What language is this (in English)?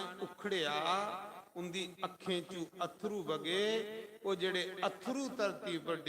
Dogri